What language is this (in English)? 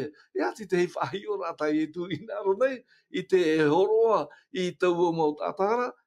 Tahitian